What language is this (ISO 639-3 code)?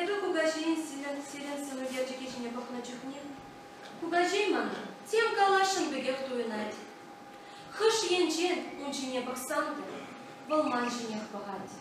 chv